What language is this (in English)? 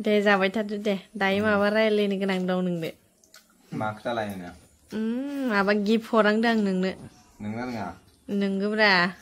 Bodo